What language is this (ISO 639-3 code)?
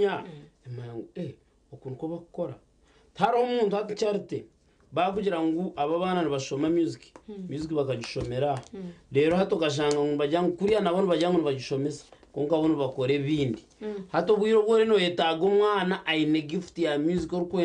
nyn